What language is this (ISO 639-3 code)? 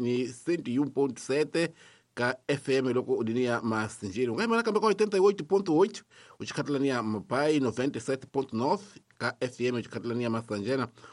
tso